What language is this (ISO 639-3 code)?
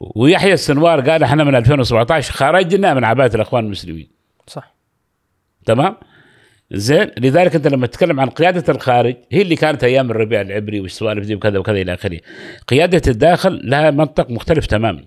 afb